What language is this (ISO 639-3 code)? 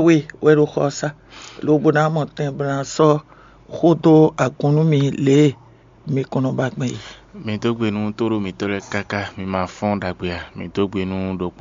fon